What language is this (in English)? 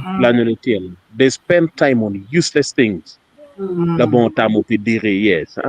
Acoli